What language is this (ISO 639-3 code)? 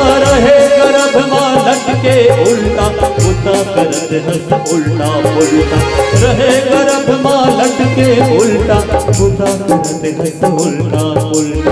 hne